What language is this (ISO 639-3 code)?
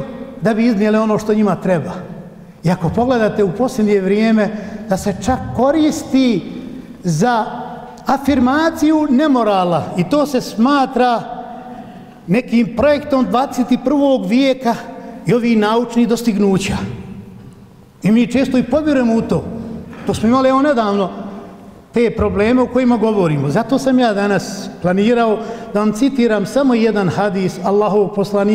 bos